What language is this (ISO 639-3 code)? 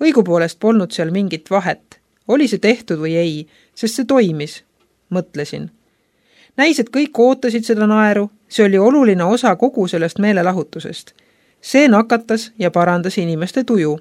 est